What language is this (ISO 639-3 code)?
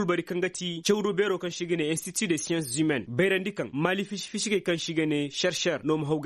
ses